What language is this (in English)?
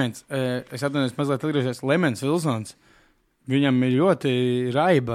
Latvian